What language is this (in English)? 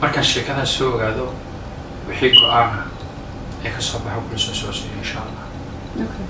Somali